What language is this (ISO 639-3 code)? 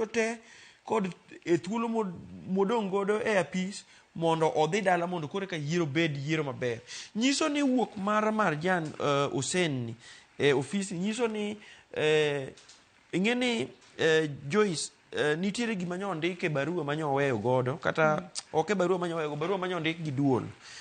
luo